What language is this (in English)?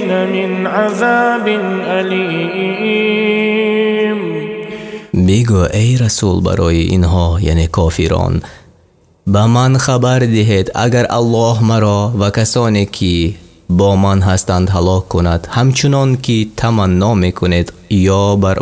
Tajik